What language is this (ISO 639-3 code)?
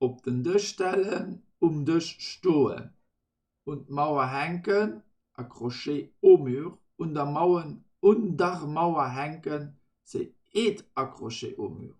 ltz